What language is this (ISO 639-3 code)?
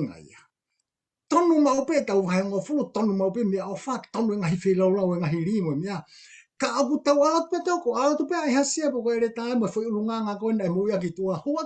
ton